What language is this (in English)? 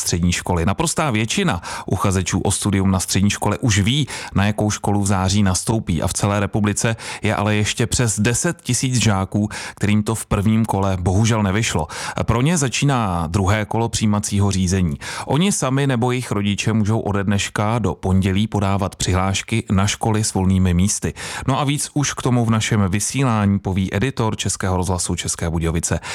Czech